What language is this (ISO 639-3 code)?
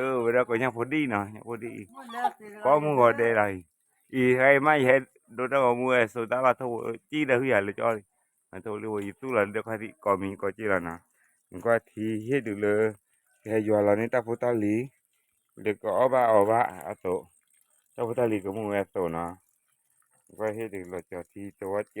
ksw